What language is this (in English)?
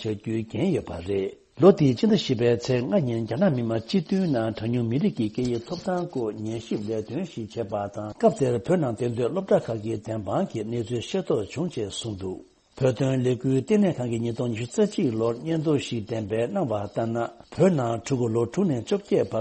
Tibetan